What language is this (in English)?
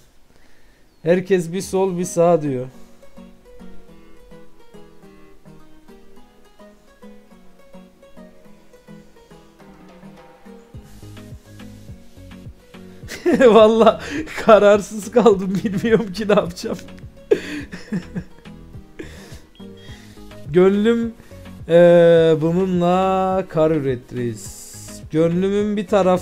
Turkish